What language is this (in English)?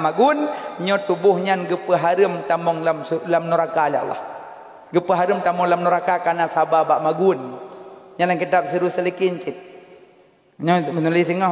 Achinese